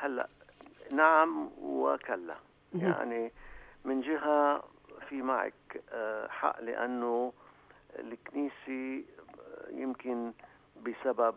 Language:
North Levantine Arabic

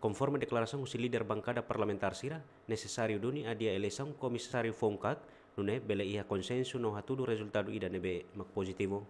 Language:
Tetum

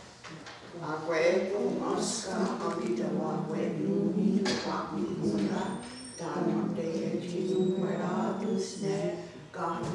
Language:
Mohawk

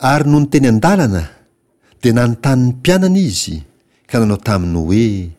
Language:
Malagasy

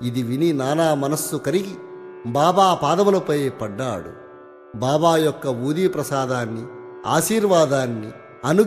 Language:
Telugu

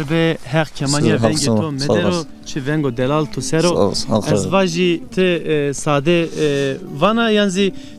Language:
Zaza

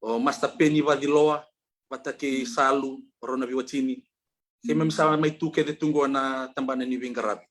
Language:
Fijian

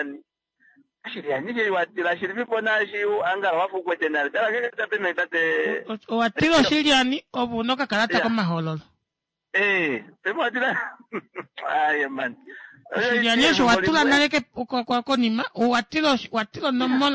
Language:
Kuanyama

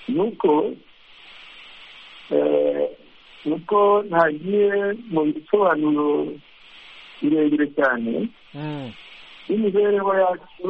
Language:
Kinyarwanda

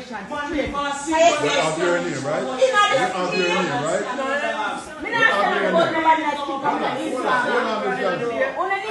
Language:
Jamaican Creole English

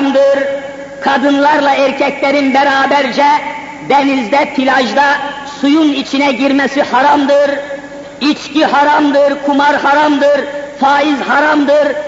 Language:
Turkish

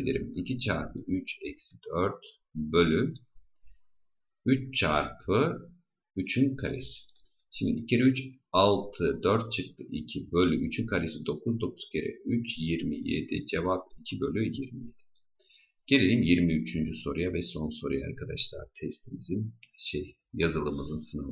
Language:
Turkish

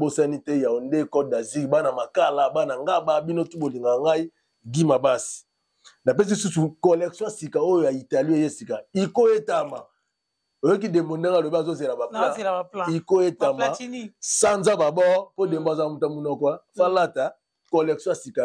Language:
Lingala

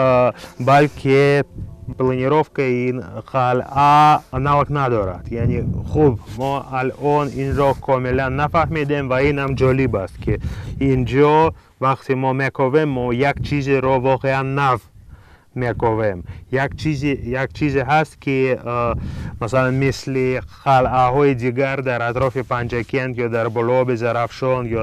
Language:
Tajik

